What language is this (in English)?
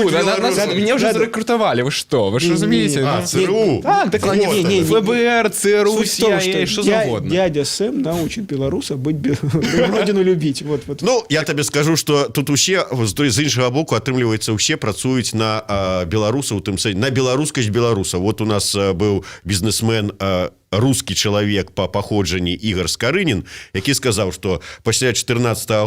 Belarusian